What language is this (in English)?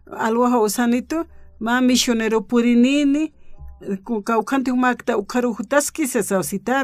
Aymara